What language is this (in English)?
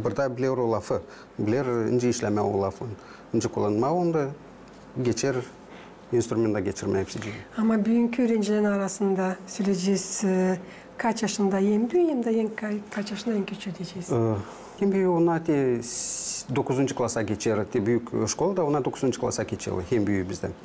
Gagauz